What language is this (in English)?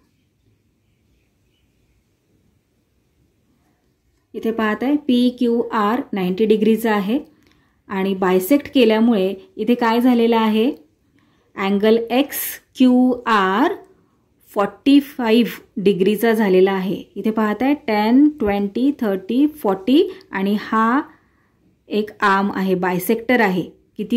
Marathi